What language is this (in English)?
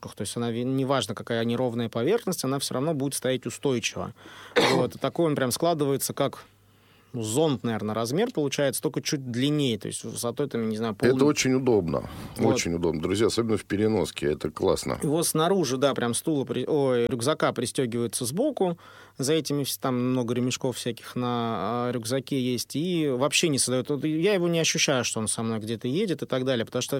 Russian